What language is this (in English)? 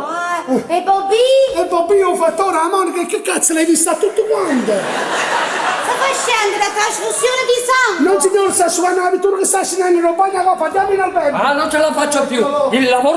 Neapolitan